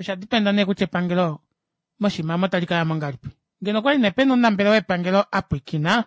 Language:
Kuanyama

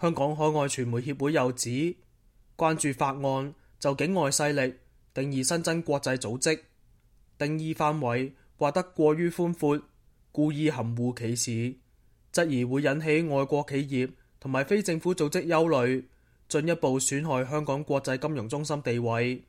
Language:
Cantonese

